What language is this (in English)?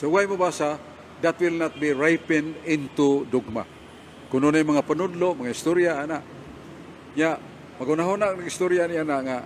Cebuano